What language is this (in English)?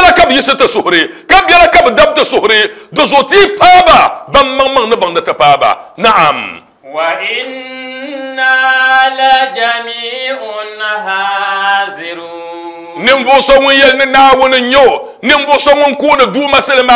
Dagbani